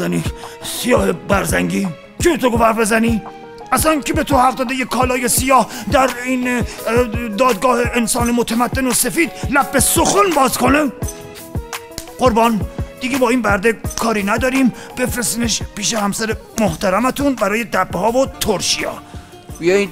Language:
Persian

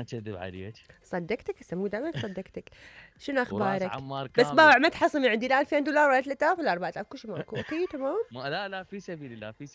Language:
Mesopotamian Arabic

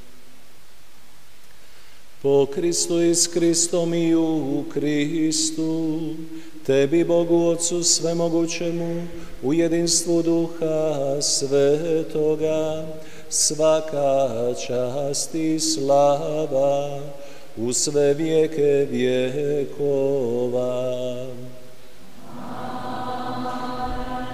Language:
Croatian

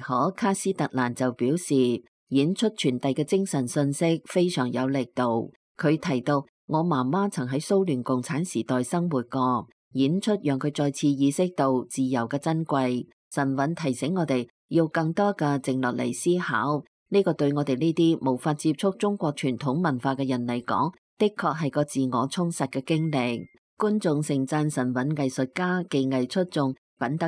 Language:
Cantonese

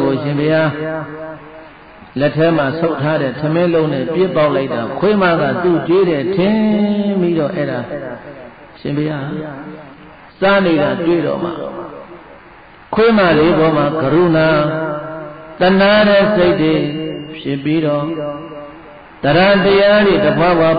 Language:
Burmese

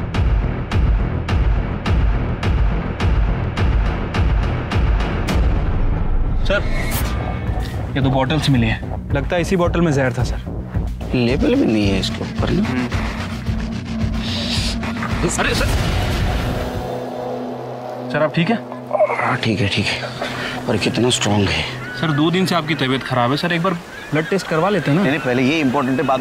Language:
Hindi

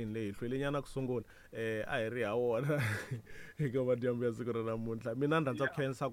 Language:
Tsonga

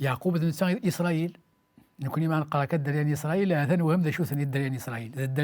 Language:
Kabyle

